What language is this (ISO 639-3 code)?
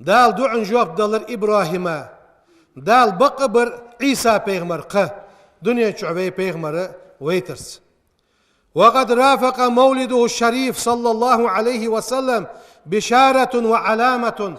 inh